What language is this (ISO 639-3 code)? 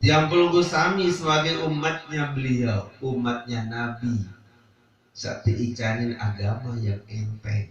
sas